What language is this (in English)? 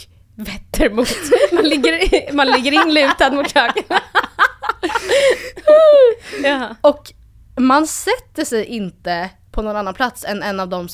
Swedish